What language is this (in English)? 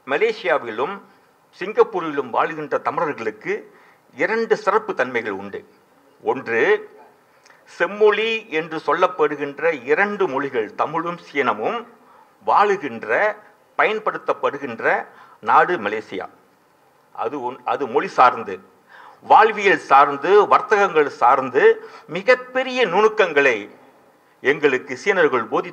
Tamil